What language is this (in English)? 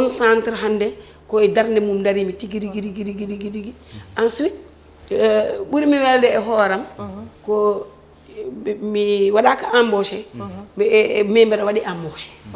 Fula